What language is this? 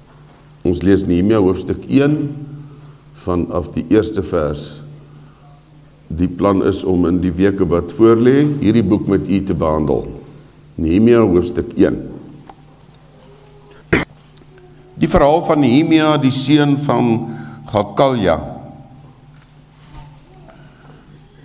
Afrikaans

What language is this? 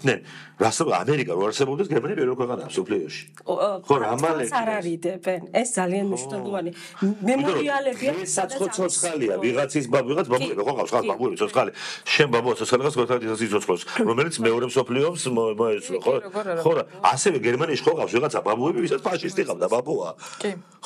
Georgian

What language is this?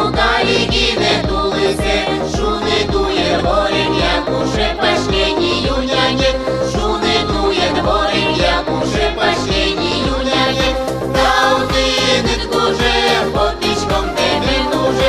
Udmurt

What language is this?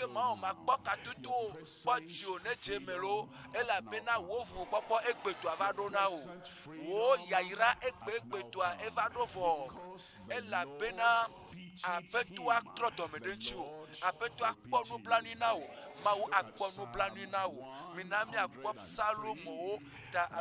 Ewe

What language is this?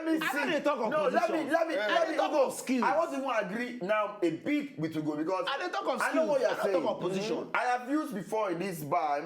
Nigerian Pidgin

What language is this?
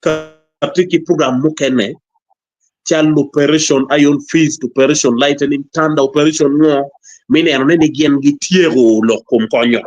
Acoli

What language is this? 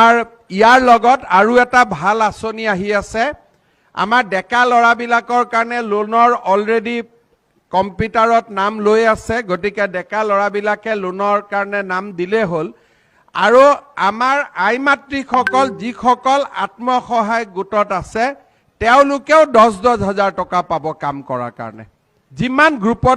Assamese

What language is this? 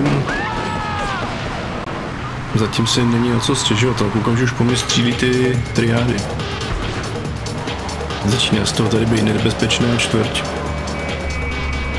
Czech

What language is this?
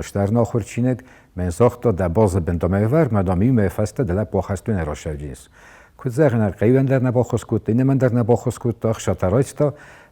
Ossetic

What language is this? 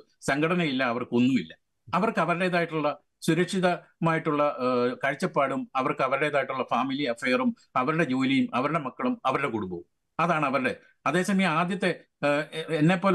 Malayalam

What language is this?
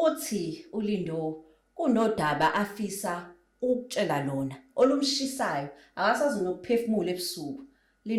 Zulu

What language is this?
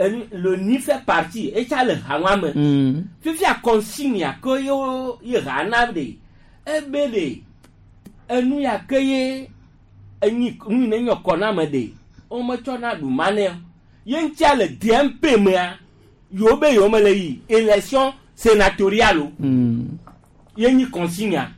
Gen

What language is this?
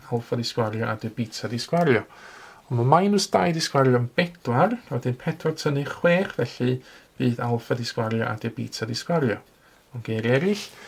Welsh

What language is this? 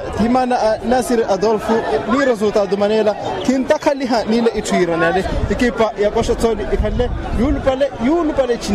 Makhuwa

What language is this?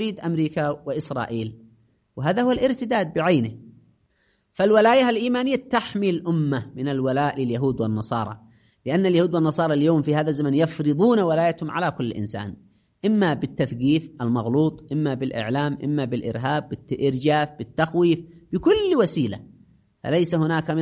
Arabic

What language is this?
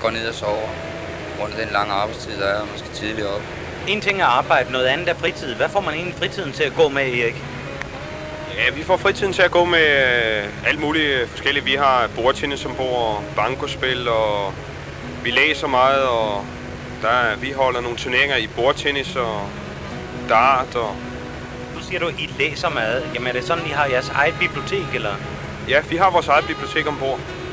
Danish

